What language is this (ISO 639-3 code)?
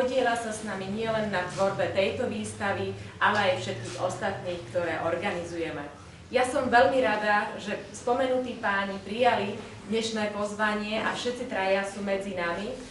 slk